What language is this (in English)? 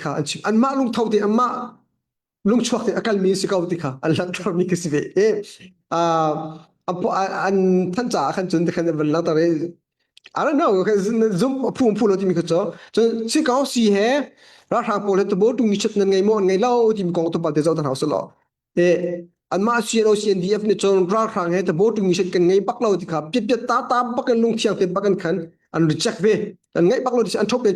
Hakha Chin